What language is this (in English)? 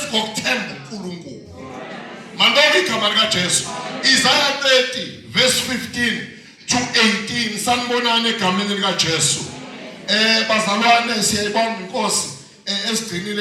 Zulu